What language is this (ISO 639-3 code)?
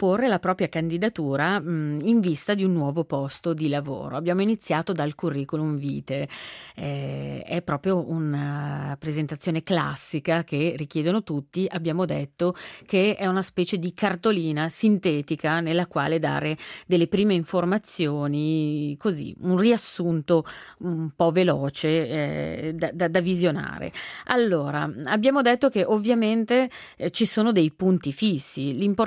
ita